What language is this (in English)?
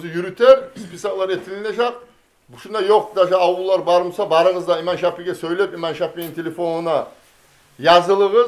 Kumyk